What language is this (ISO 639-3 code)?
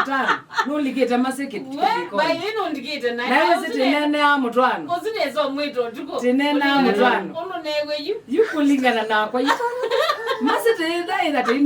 kam